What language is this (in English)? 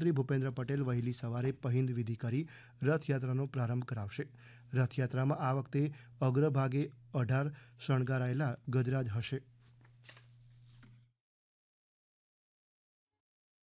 Gujarati